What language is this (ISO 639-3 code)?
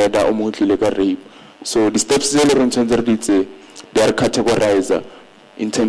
tsn